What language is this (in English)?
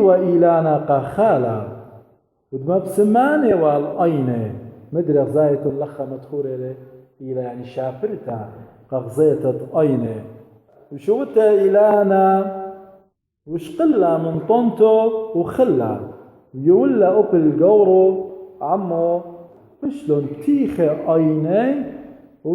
Assyrian Neo-Aramaic